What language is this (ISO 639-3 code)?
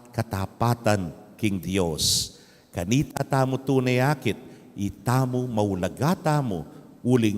pam